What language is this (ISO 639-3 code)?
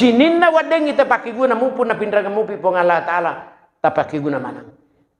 bug